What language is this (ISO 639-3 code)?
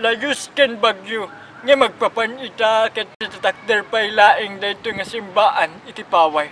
ilo